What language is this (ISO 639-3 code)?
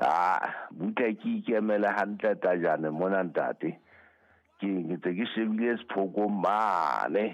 sot